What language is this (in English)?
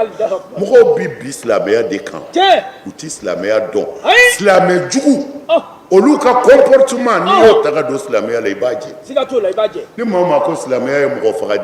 Bambara